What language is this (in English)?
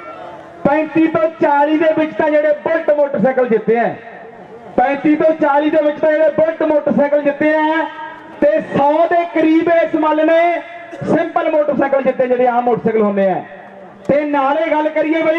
Punjabi